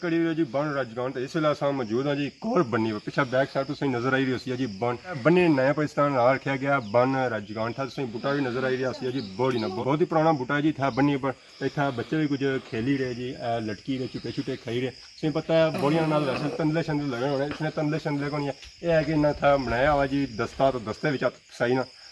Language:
Pahari-Potwari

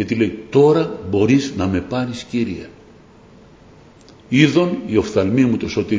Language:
Greek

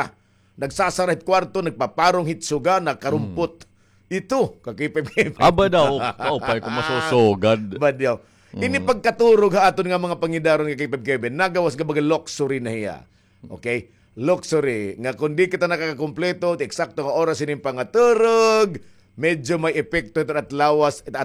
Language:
Waray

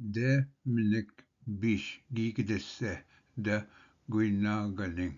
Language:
Ojibwa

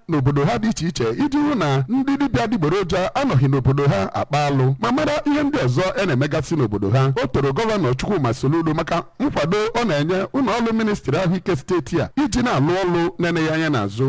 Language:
Igbo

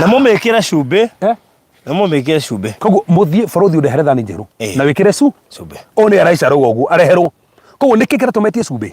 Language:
Kikuyu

